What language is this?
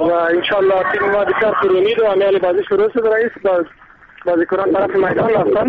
Persian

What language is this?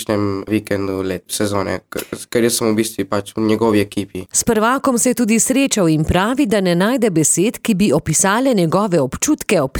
Slovenian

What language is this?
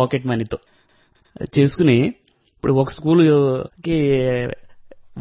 Telugu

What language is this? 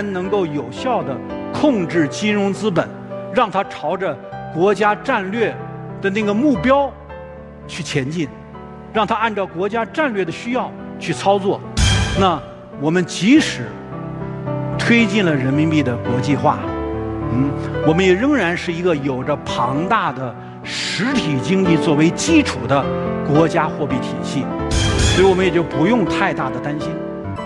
Chinese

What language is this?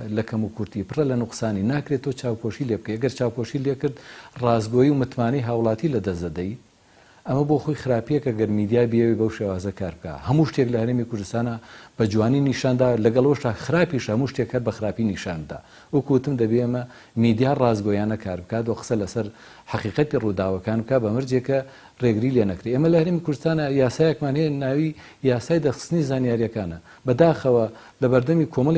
Central Kurdish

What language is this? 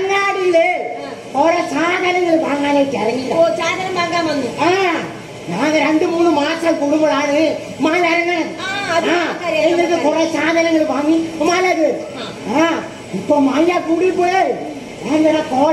Malayalam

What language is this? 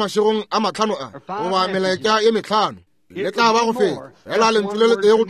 Northern Sotho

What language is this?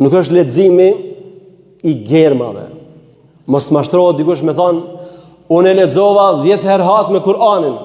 Albanian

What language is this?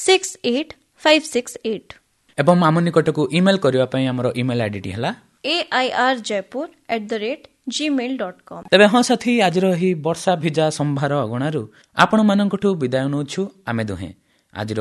Odia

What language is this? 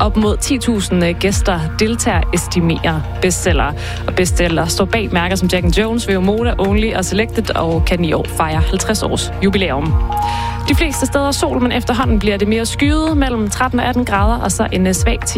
Danish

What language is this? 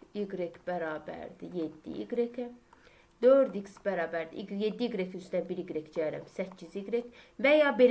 Azerbaijani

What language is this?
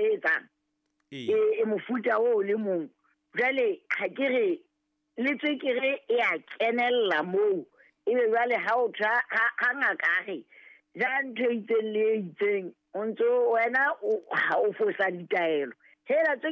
Southern Sotho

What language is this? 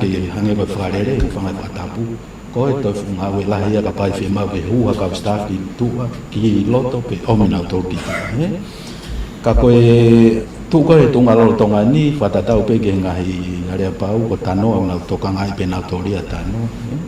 Tongan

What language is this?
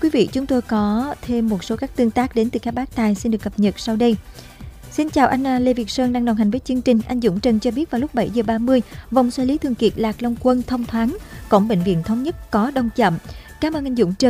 Vietnamese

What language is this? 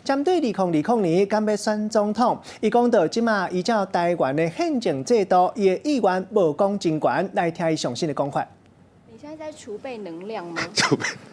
Min Nan Chinese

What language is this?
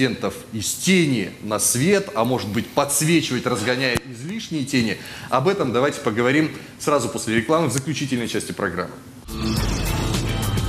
Russian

